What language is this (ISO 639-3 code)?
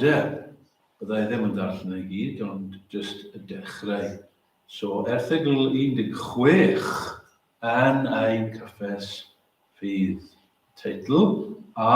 cym